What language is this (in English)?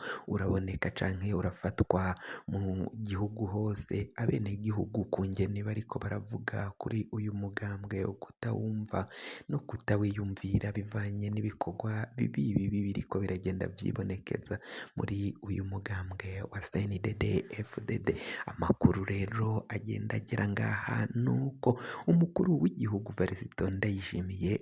Rundi